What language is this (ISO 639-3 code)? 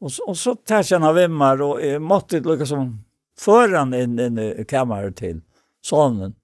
fao